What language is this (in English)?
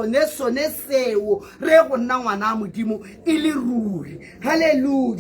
Tswana